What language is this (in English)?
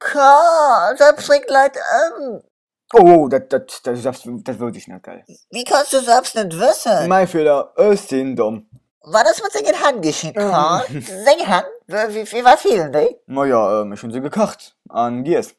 Luxembourgish